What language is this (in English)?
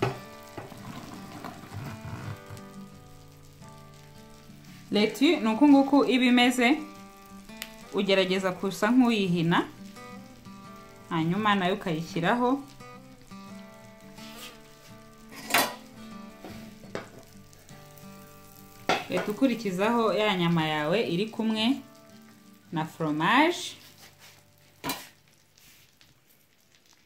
Kinyarwanda